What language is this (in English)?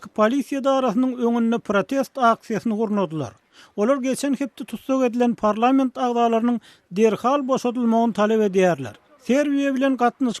Turkmen